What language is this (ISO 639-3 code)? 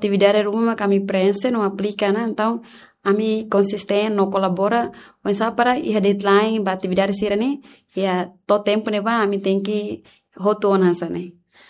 tet